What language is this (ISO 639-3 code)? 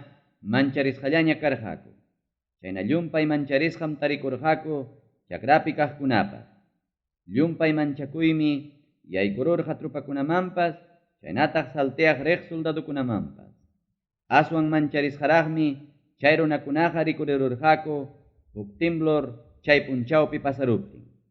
quy